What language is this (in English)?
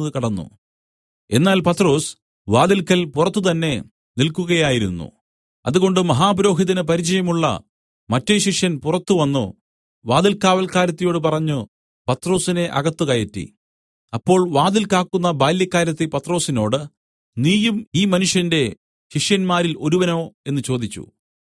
Malayalam